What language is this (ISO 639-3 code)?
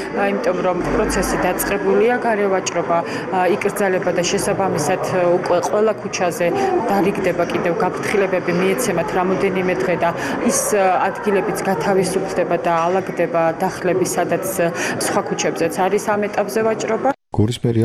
kat